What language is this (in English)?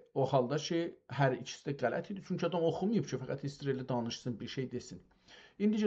South Azerbaijani